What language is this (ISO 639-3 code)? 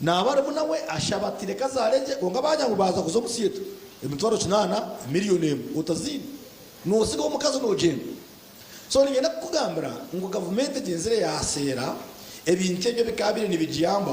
nyn